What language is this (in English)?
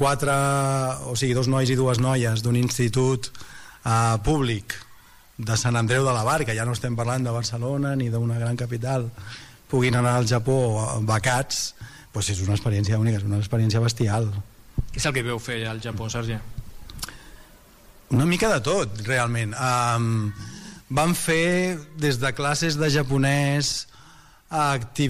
Catalan